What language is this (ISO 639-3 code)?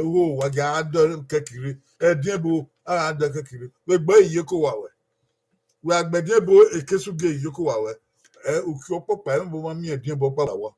bin